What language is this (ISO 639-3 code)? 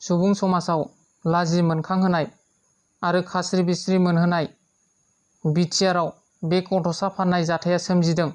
brx